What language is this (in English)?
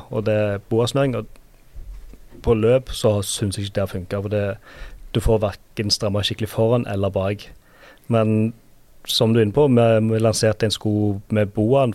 Norwegian